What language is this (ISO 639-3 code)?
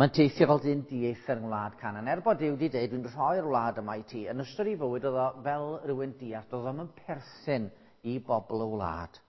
cym